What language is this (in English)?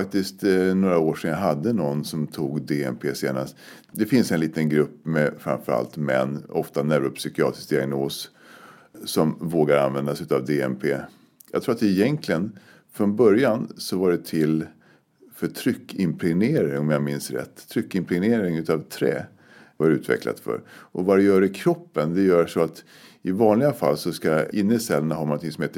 Swedish